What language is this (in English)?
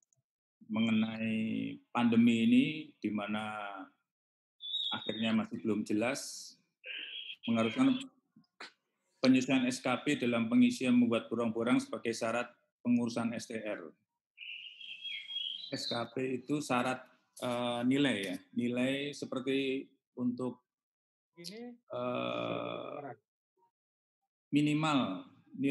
Indonesian